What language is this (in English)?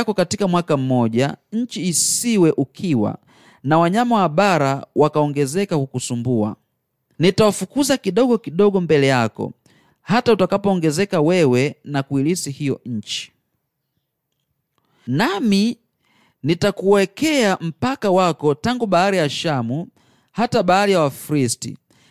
Swahili